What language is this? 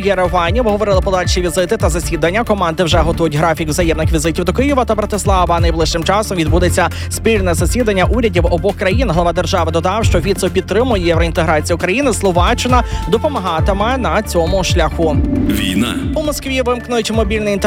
Ukrainian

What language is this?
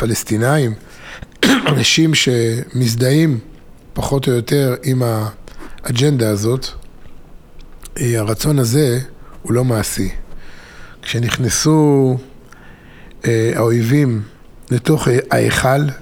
Hebrew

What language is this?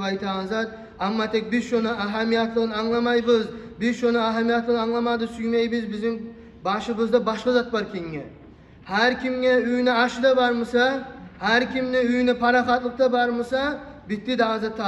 Kumyk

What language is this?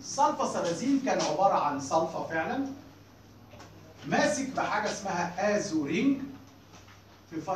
Egyptian Arabic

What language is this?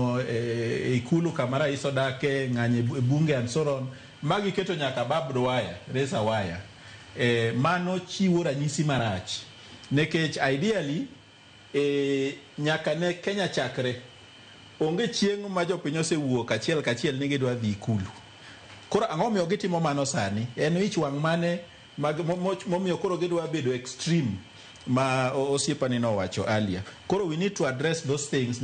Luo (Kenya and Tanzania)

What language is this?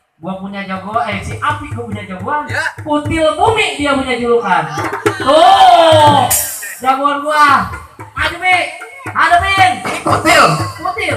Betawi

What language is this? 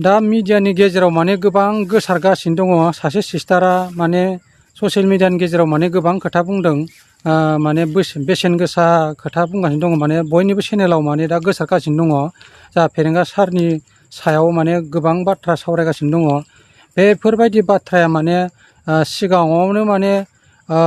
Bodo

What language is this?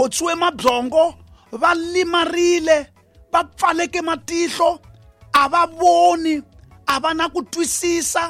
Tsonga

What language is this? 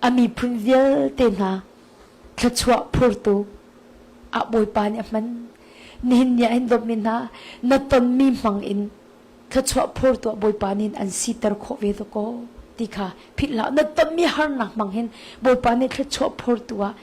Hakha Chin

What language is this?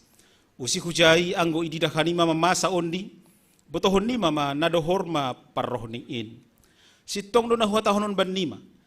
Batak Simalungun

